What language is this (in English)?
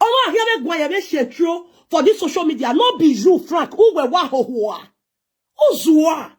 Nigerian Pidgin